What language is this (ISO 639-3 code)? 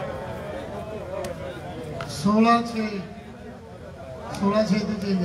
pan